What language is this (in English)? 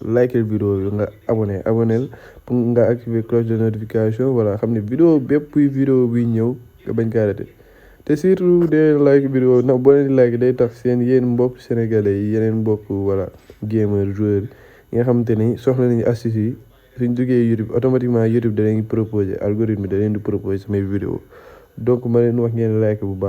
Wolof